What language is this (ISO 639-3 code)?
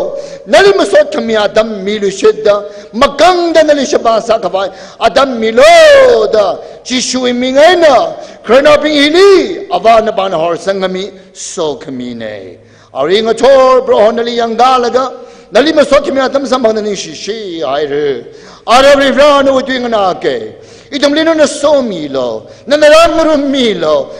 nmf